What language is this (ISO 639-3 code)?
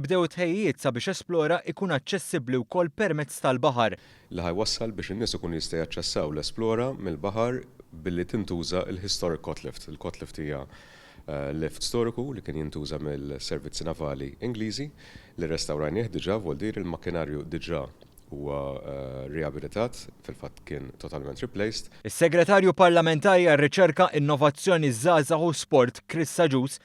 mlt